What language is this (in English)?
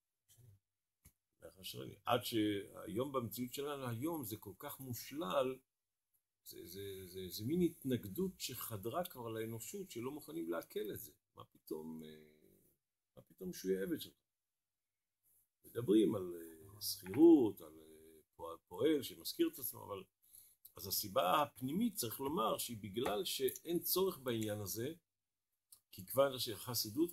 Hebrew